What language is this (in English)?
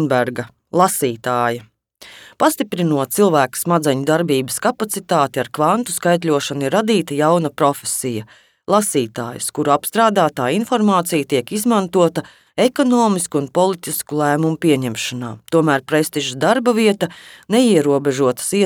Latvian